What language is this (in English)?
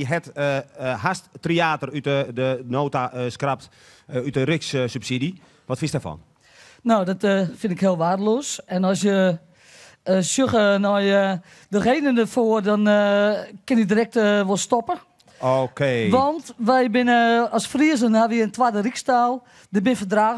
Western Frisian